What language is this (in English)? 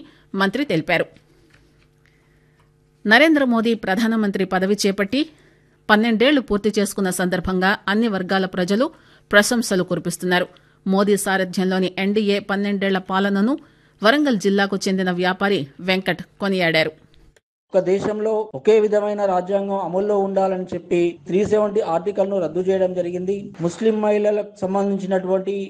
Telugu